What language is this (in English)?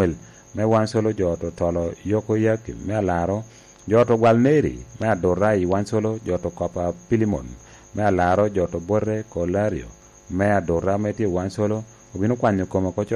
Lango (Uganda)